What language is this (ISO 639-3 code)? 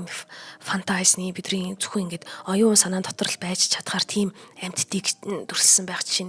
mon